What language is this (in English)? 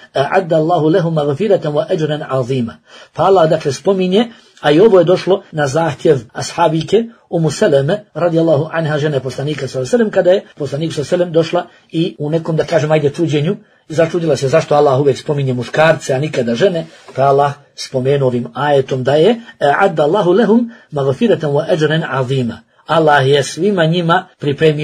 Bosnian